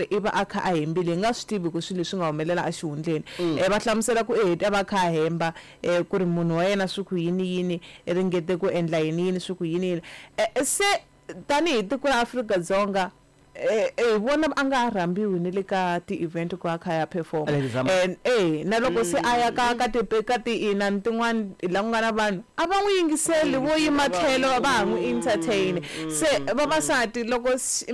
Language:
Tsonga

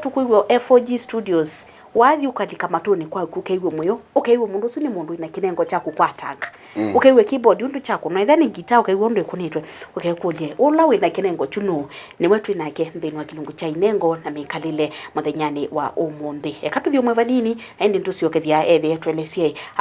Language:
Kamba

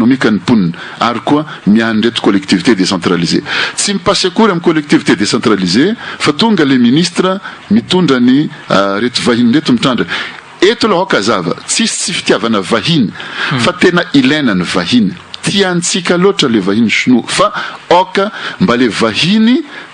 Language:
Malagasy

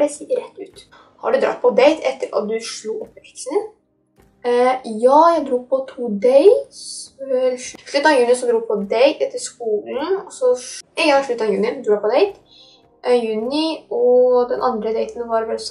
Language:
Norwegian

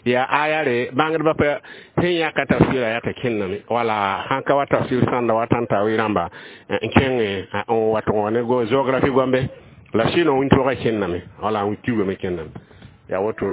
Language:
Mossi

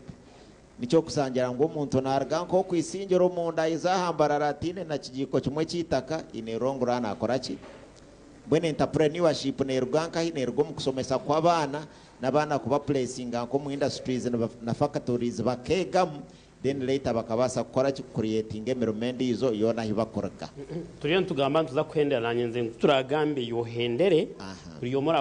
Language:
Nyankole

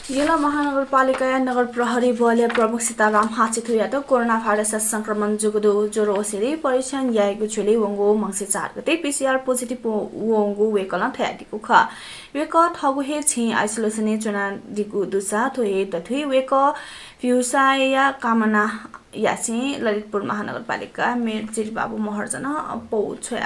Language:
Newari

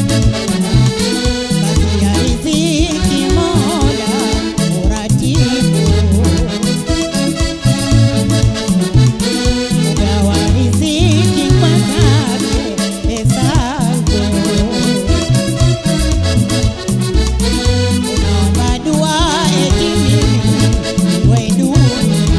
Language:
Swahili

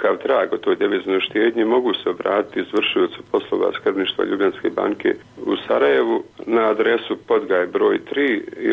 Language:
Bosnian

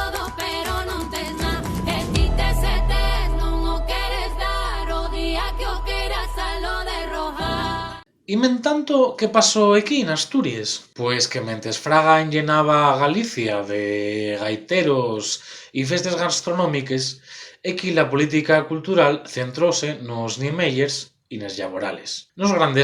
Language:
Asturian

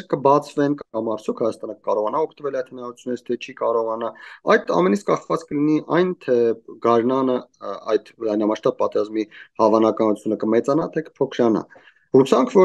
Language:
Armenian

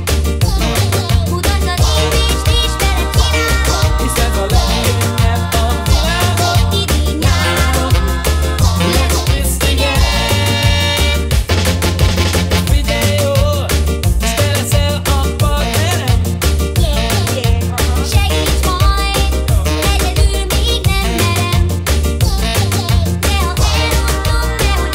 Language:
Hungarian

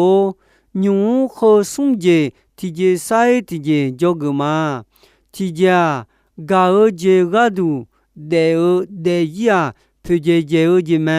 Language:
Akha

